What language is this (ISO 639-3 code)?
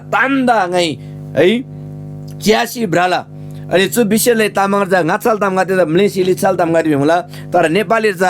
taj